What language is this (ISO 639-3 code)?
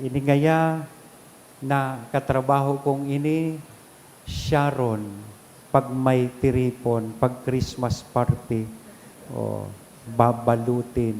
bik